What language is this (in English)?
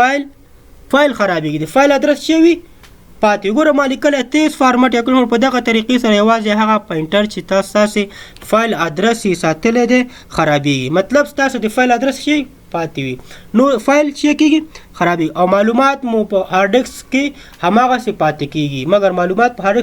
Pashto